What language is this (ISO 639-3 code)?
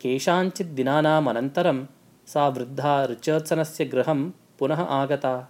san